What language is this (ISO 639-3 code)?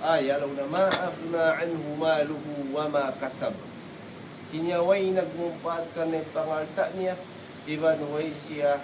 tsg